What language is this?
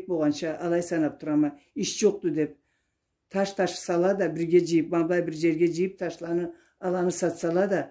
Karachay-Balkar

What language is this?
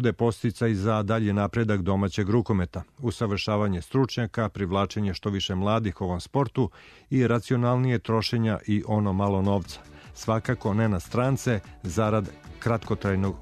Serbian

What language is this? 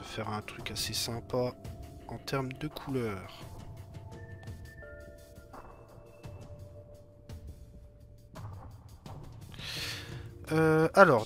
French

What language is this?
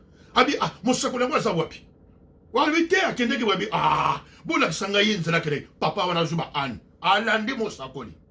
Lingala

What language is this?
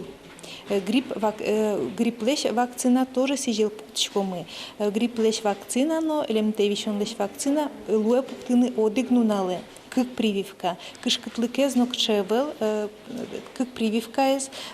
Udmurt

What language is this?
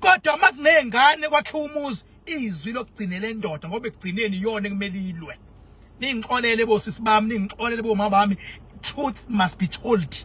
Zulu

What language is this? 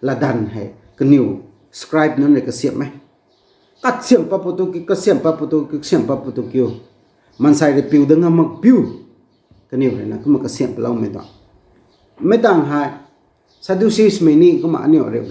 Rongmei Naga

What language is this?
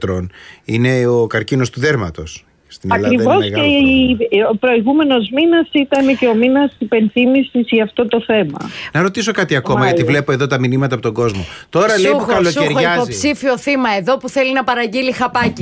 Greek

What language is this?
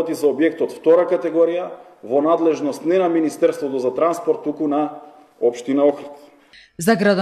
Macedonian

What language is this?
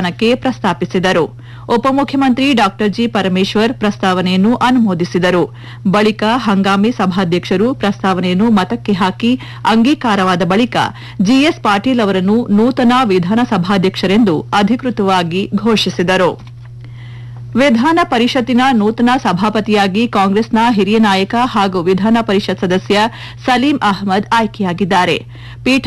Kannada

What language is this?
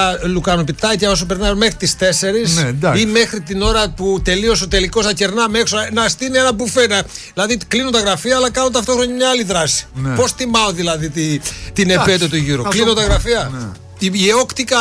Greek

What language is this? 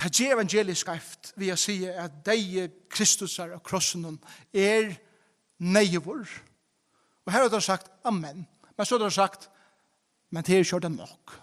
Faroese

